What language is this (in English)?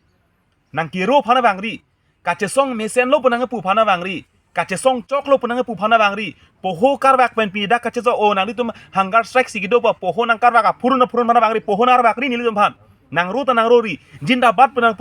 Karbi